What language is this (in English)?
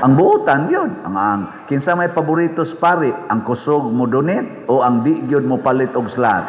Cebuano